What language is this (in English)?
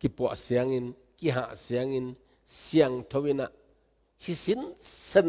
Tedim Chin